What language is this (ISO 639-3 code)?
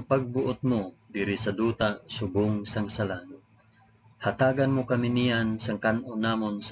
hil